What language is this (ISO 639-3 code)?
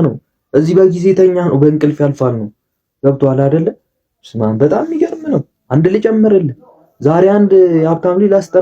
amh